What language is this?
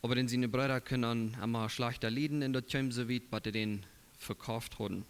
Plautdietsch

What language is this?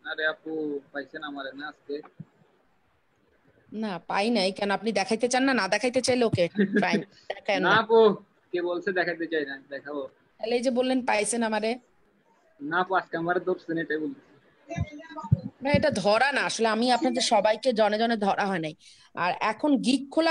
Bangla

